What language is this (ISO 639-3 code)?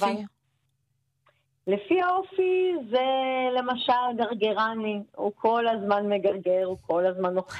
heb